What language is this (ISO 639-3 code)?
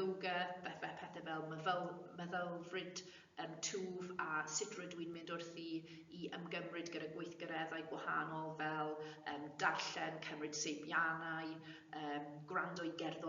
cym